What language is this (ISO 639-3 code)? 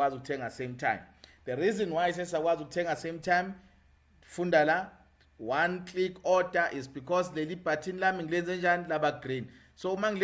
zul